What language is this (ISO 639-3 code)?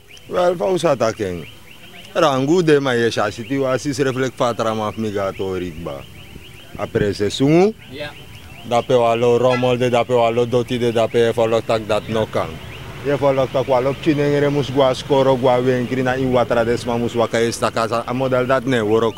srn